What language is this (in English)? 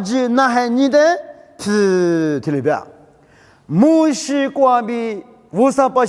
Lisu